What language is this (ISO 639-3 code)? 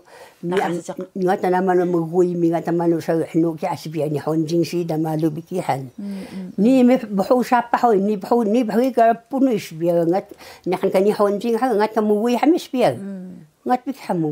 trv